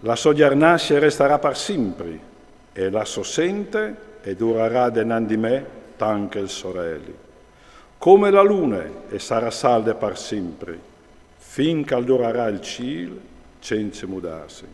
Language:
Friulian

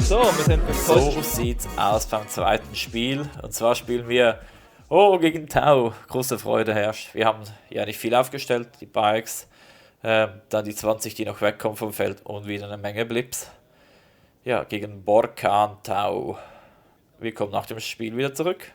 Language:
Swiss German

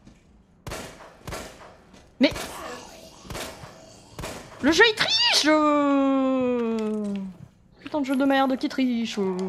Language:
French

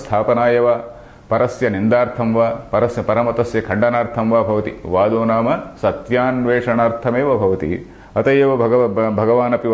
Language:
Sanskrit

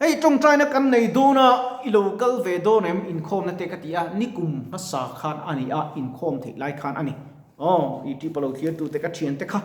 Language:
Mizo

